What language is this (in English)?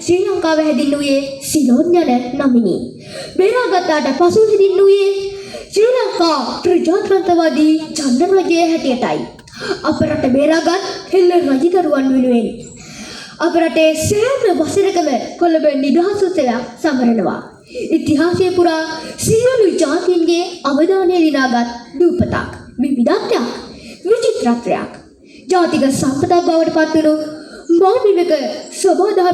Sinhala